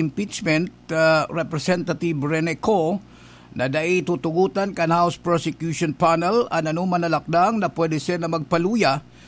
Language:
Bikol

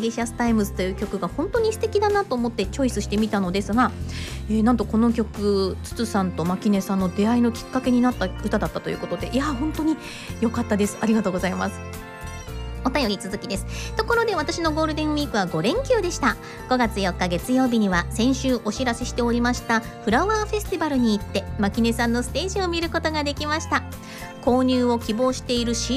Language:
Japanese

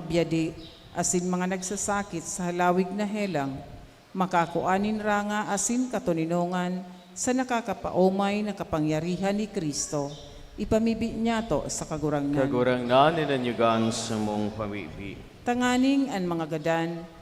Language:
Bikol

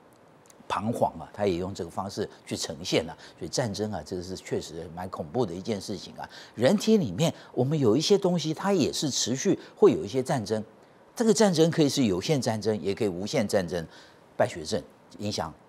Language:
Chinese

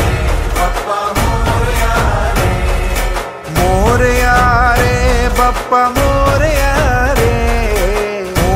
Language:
Hindi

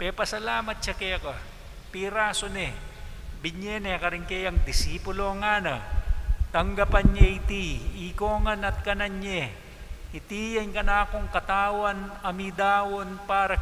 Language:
Pampanga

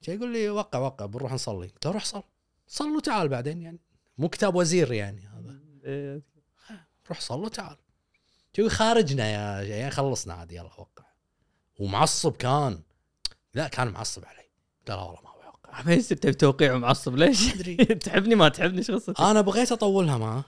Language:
Gulf Arabic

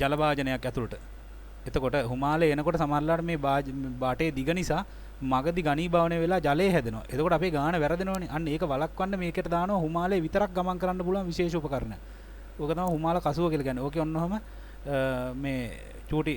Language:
Sinhala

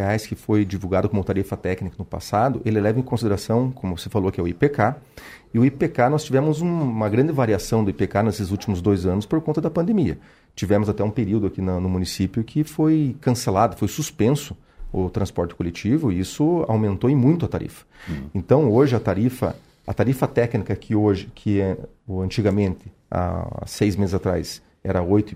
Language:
Portuguese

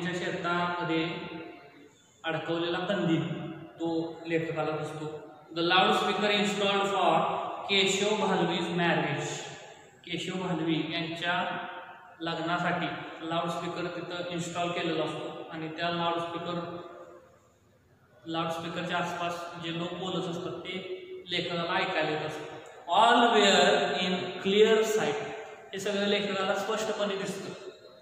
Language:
Marathi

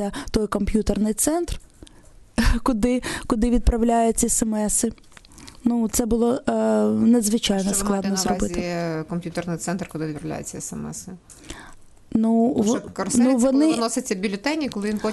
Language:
Ukrainian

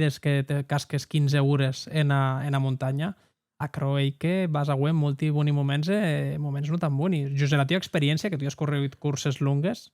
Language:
Occitan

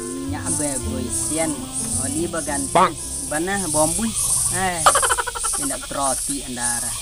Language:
Minangkabau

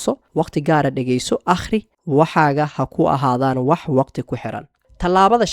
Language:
Somali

